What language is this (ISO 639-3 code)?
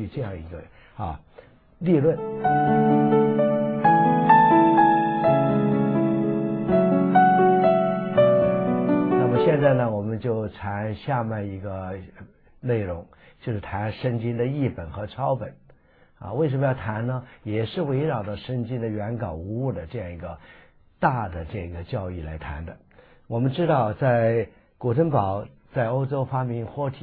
zho